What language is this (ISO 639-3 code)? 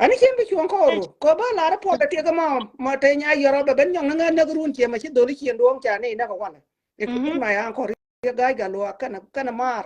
nus